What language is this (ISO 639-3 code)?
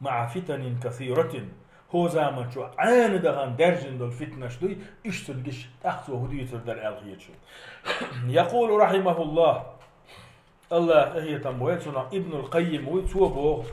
che